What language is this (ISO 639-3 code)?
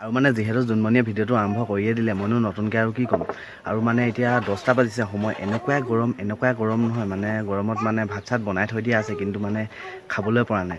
asm